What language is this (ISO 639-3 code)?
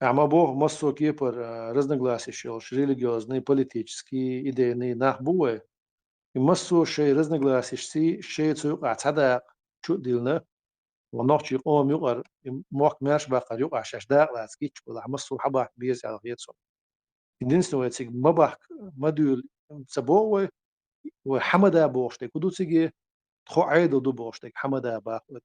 che